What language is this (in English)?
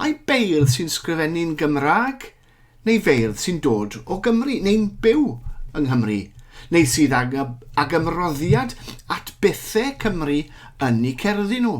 Welsh